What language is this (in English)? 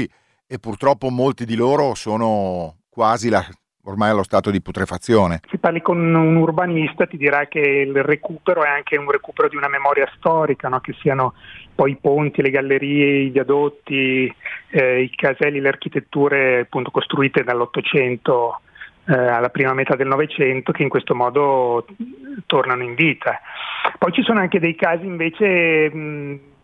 Italian